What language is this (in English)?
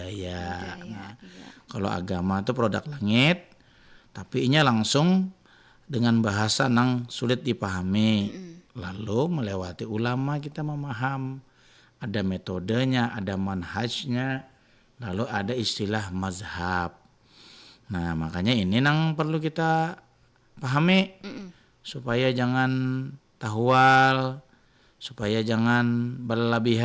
Banjar